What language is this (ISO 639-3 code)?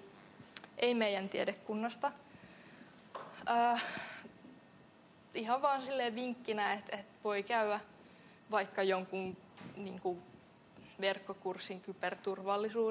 fin